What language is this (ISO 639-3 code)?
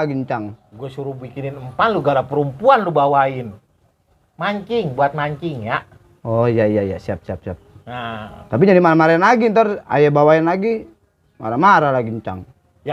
bew